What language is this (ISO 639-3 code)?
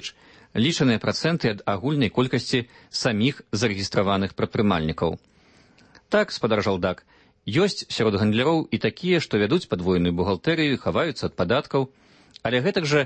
bel